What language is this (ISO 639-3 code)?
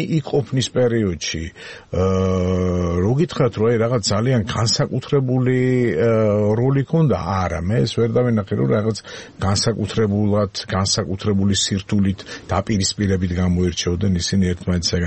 kat